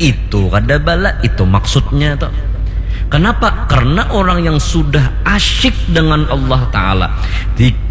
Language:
Banjar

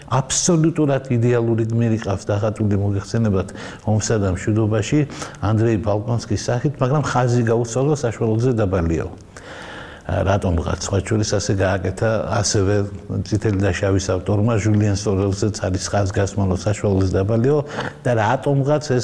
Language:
Georgian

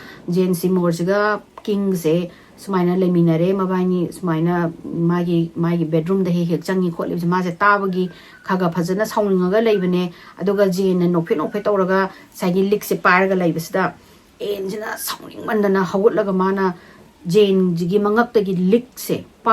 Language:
Manipuri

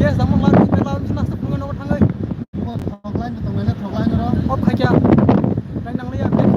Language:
Kok Borok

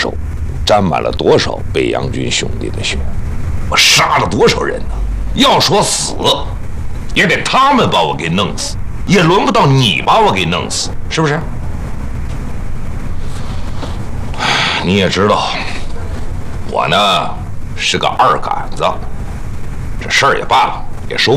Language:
Chinese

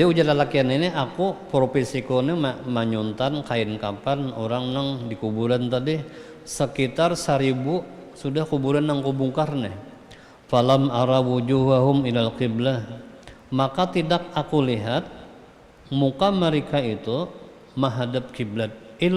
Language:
Banjar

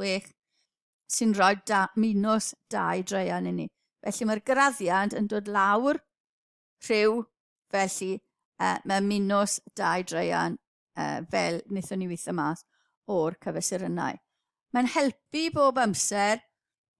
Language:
Welsh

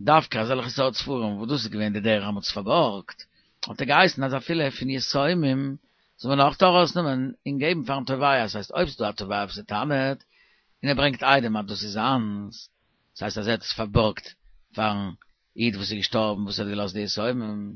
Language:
Yiddish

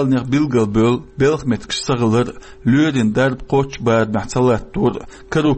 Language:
Chechen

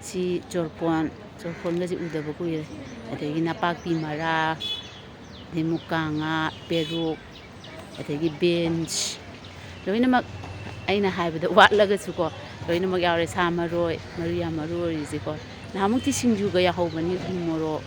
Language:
Manipuri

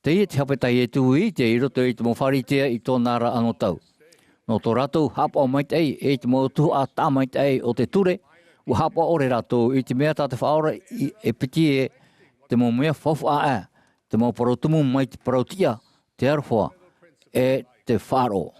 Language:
Tahitian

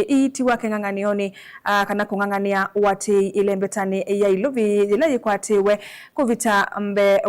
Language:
Kamba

